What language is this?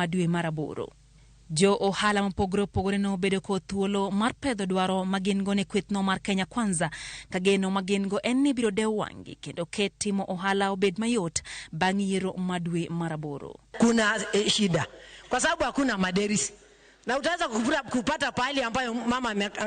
Luo (Kenya and Tanzania)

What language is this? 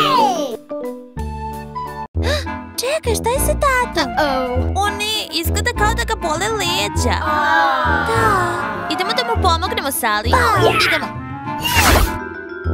Serbian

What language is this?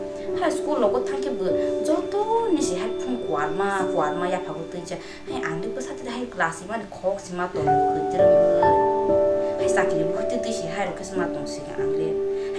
Kok Borok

